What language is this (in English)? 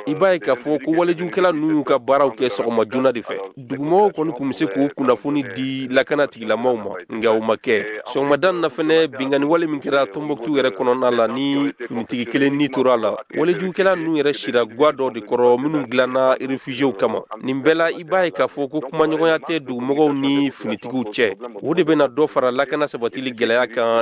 Bambara